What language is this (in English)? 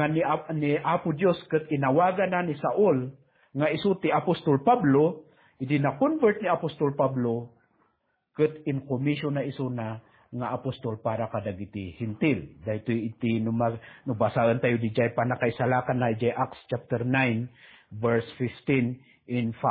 Iloko